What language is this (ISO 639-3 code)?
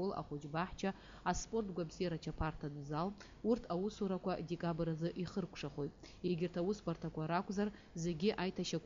abk